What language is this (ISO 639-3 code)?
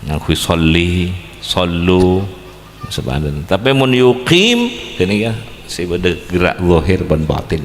mad